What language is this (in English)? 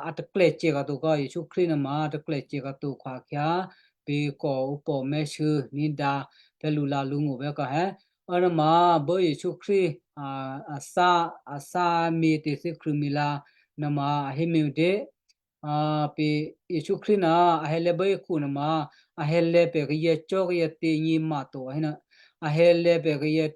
Western Kayah